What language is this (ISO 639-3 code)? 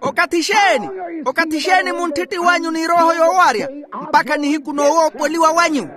vmw